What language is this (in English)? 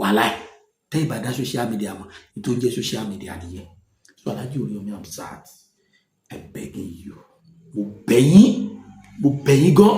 Yoruba